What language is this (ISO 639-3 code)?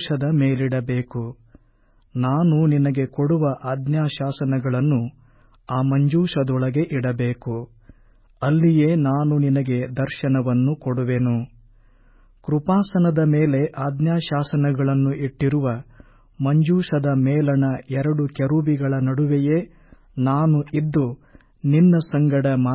kan